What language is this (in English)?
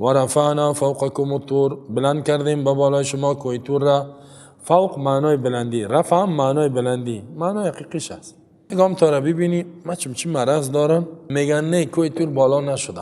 Persian